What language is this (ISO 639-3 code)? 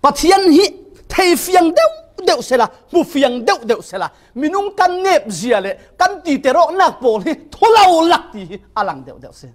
cfm